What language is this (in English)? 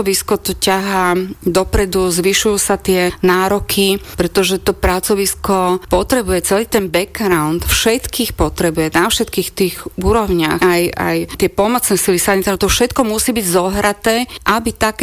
Slovak